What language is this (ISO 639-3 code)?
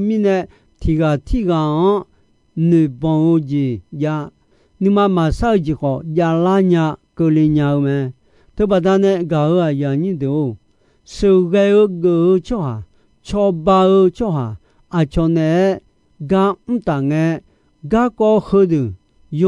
ahk